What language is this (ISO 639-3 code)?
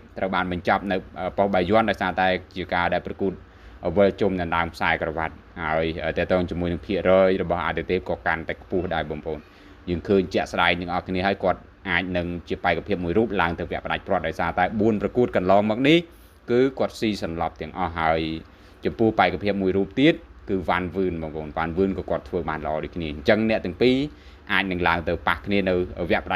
khm